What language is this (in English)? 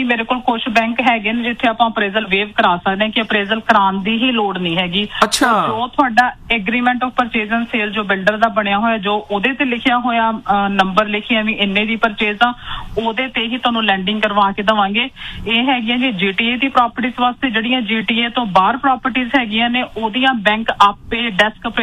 Punjabi